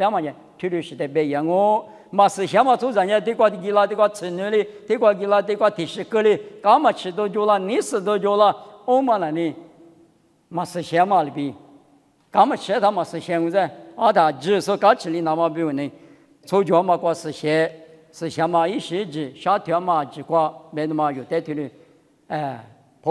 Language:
Lisu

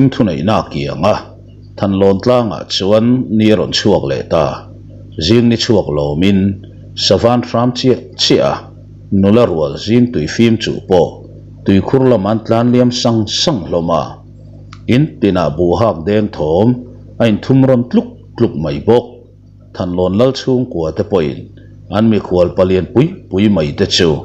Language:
Mizo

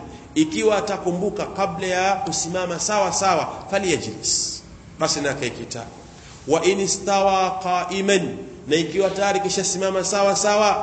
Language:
Swahili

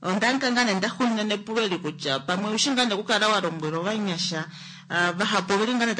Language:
Kuanyama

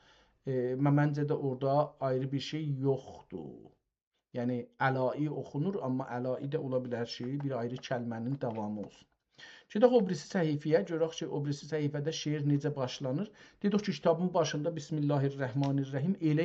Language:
South Azerbaijani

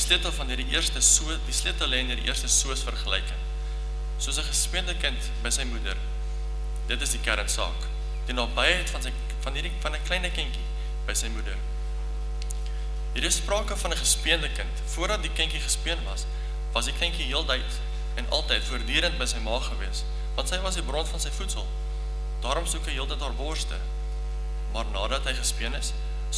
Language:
Afrikaans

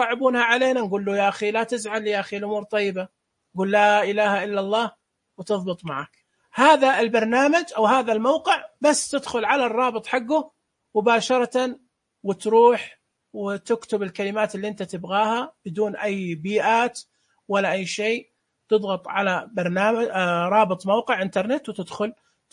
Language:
Najdi Arabic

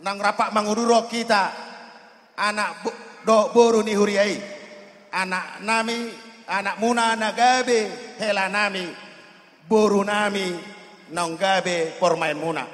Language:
Batak Toba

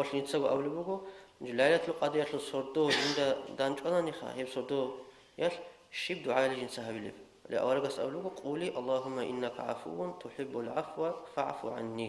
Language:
Avaric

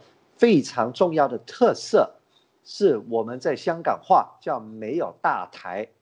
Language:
Chinese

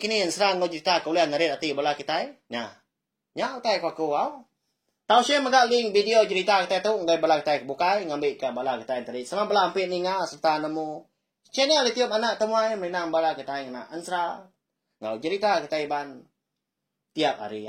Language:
Iban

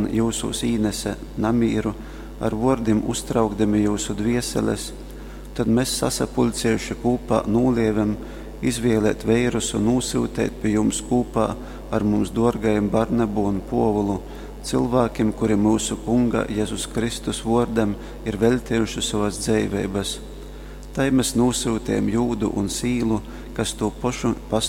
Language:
Latgalian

